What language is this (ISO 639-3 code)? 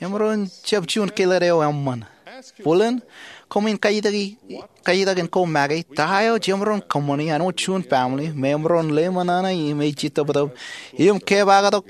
mah